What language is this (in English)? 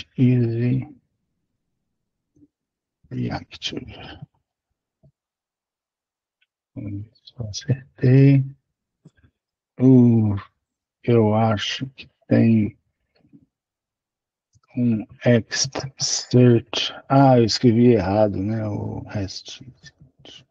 Portuguese